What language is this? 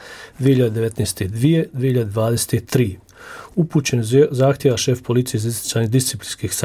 Bosnian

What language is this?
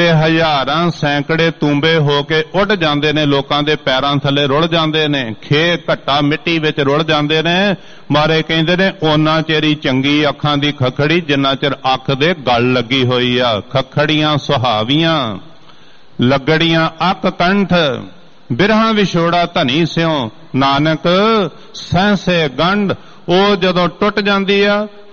Punjabi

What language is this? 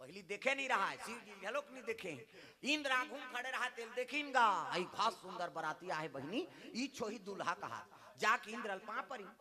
Chhattisgarhi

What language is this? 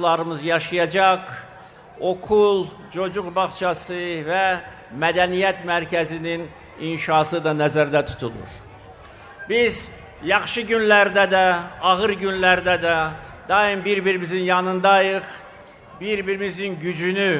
Azerbaijani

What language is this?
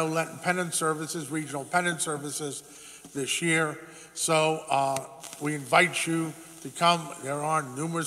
English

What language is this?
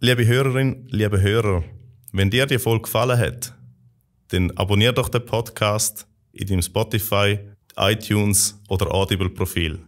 Swiss German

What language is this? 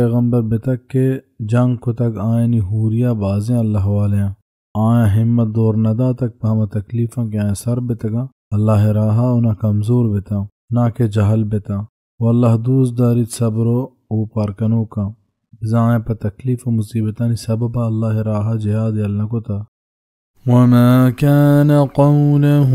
Baluchi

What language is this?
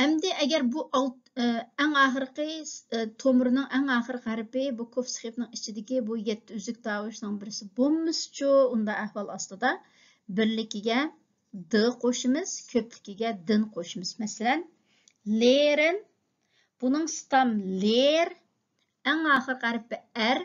Uyghur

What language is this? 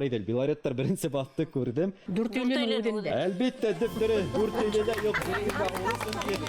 Bashkir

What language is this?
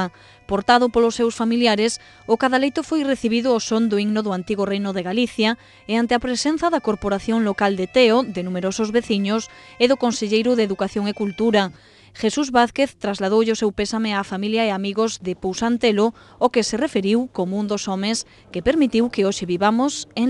Galician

